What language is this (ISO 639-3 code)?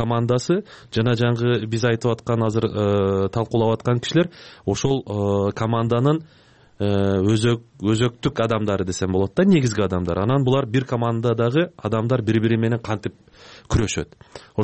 kir